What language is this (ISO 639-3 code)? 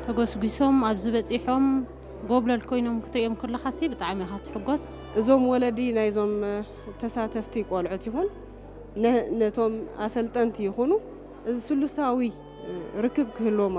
tir